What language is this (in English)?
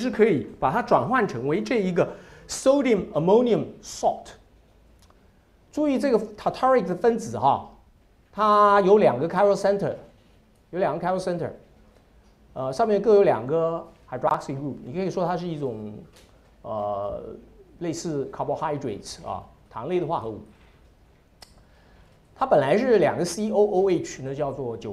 Chinese